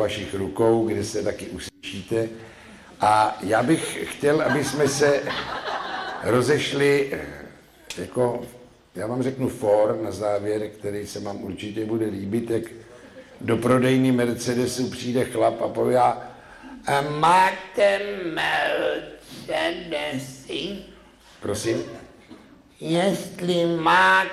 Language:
Czech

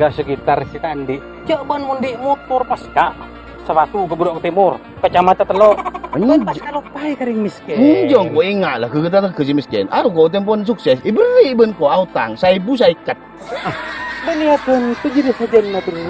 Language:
Madurese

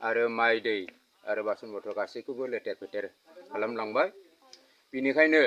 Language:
Bodo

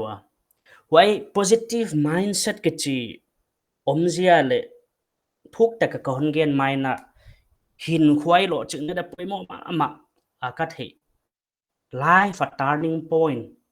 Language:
Paite Chin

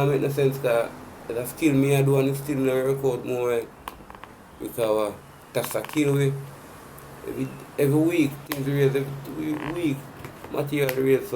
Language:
Jamaican Creole English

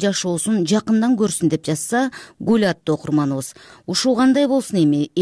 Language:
Kyrgyz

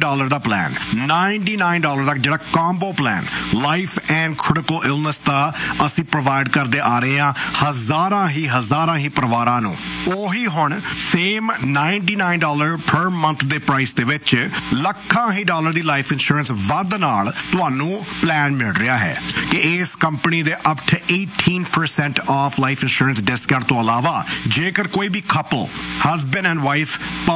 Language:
Punjabi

